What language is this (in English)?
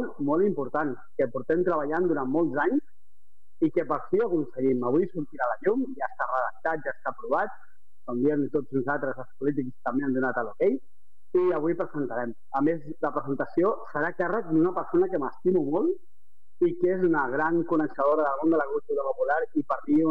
Catalan